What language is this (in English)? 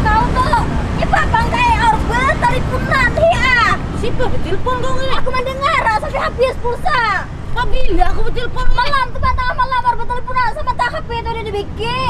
Banjar